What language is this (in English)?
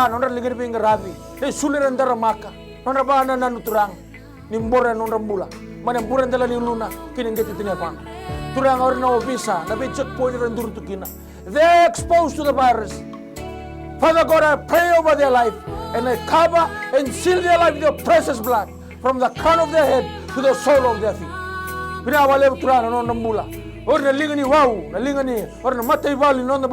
Fijian